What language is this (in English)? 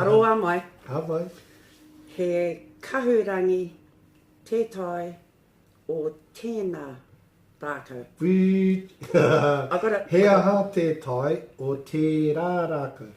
Māori